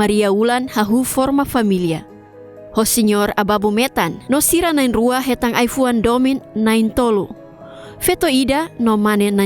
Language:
Tetum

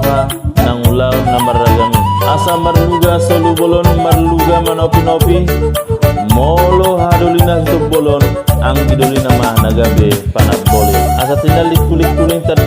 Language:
Batak Toba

